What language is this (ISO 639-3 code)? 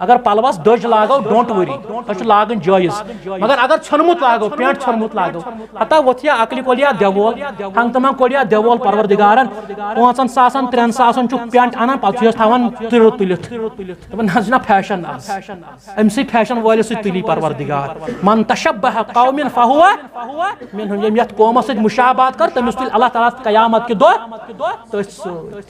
kas